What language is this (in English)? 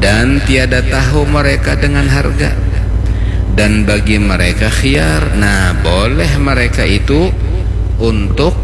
Banjar